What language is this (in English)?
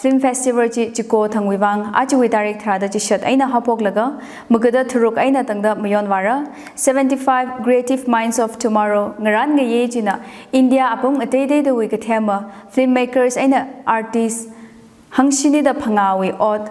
Tangkhul Naga (India)